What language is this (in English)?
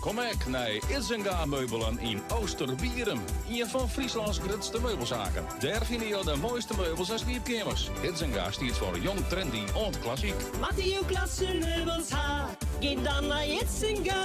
Western Frisian